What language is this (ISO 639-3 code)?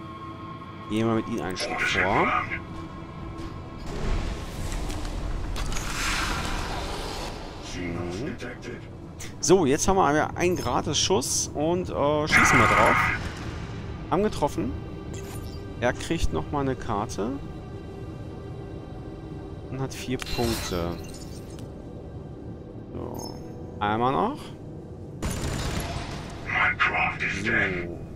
deu